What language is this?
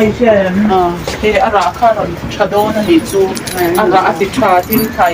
Mizo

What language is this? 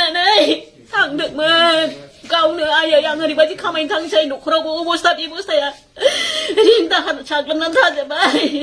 Bodo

